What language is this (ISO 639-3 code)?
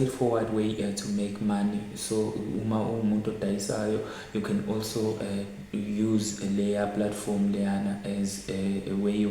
zul